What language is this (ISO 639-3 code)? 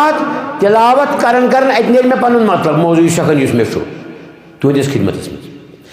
kas